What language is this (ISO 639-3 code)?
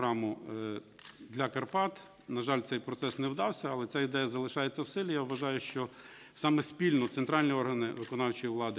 ukr